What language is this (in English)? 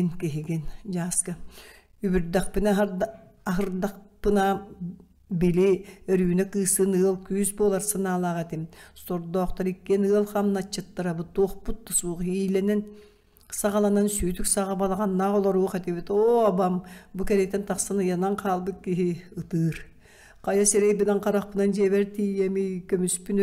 Yakut